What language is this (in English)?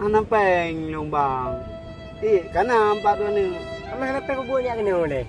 Achinese